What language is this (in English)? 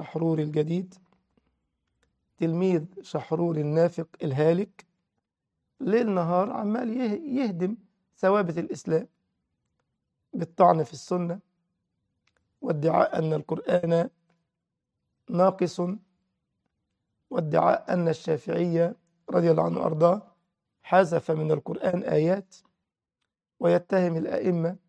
Egyptian Arabic